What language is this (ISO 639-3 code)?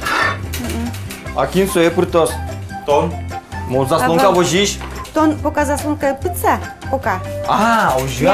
udm